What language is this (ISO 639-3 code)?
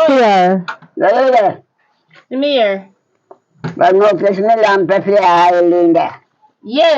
jam